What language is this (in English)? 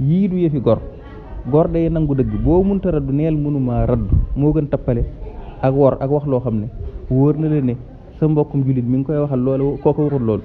Wolof